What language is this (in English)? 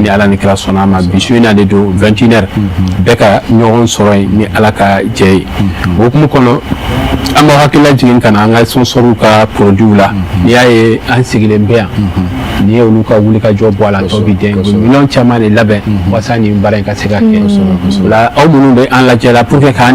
Bambara